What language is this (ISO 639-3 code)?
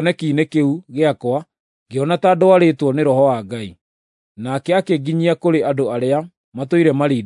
kik